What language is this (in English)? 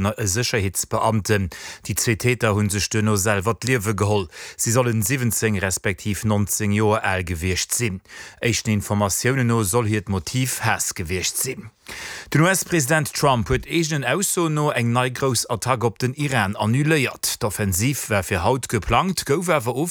Luxembourgish